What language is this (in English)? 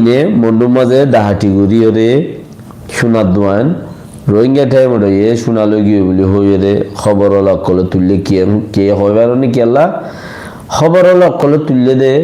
Rohingya